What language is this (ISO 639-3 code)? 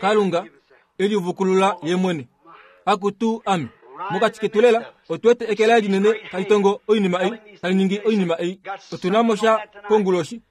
kua